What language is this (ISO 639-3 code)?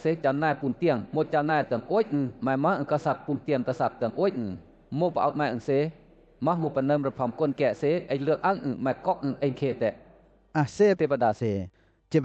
lcp